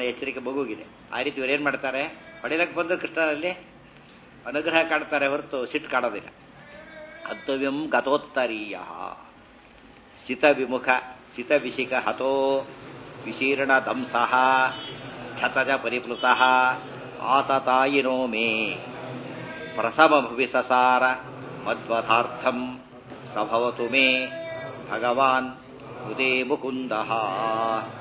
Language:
Kannada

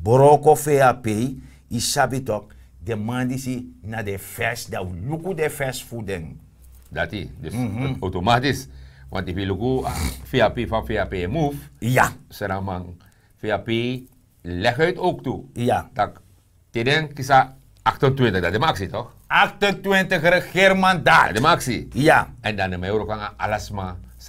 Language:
Sranan Tongo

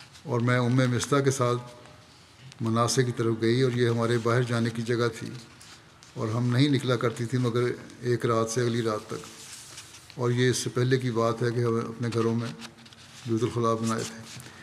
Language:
Urdu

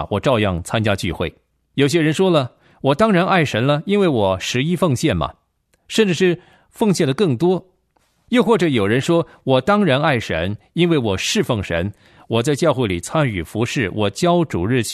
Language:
Chinese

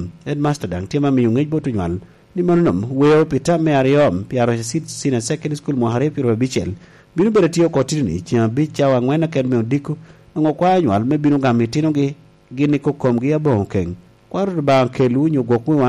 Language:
Lango (Uganda)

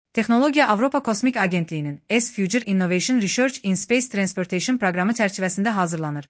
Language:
Azerbaijani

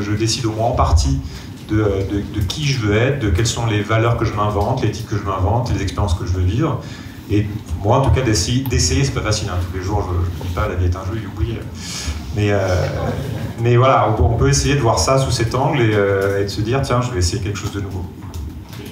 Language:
French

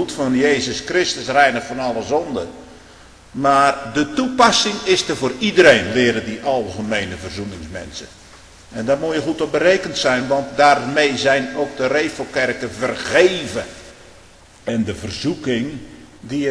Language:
Dutch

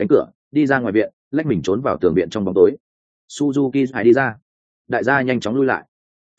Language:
Vietnamese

